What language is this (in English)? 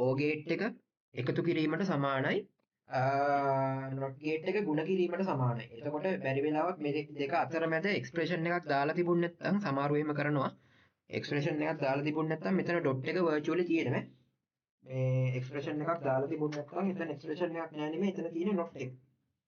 Sinhala